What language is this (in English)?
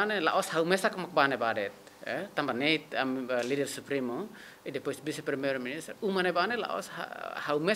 Tetum